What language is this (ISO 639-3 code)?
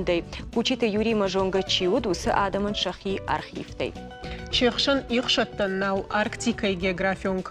oss